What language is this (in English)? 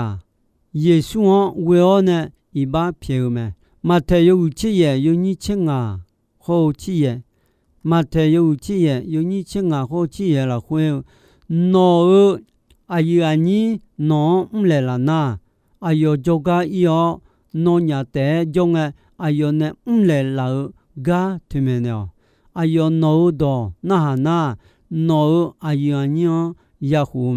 Akha